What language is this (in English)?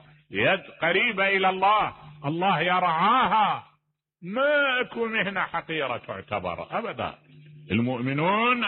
Mesopotamian Arabic